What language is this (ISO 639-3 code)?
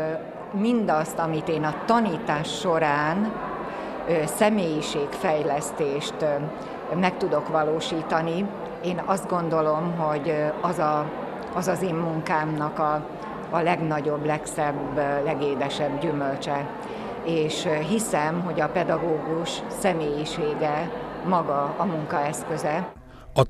hun